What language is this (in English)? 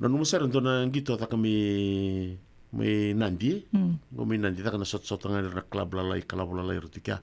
Fijian